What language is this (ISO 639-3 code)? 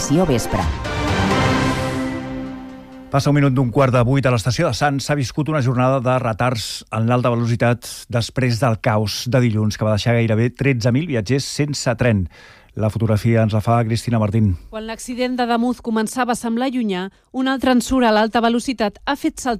cat